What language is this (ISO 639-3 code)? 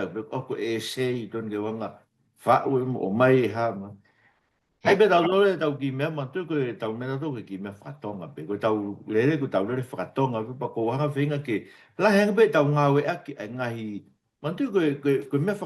ton